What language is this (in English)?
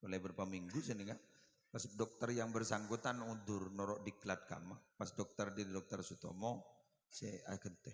Madurese